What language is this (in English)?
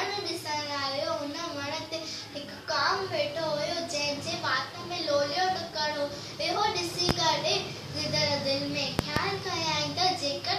Sindhi